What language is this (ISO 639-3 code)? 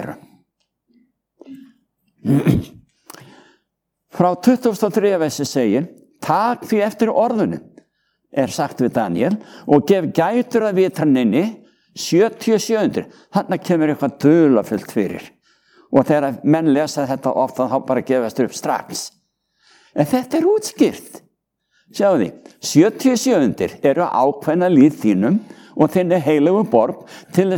isl